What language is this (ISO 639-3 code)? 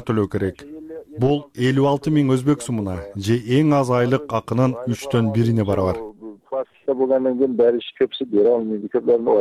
kir